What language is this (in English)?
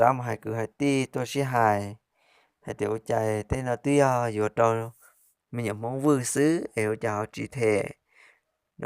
Hmong